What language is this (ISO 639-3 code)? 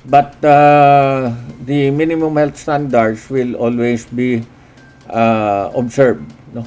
hil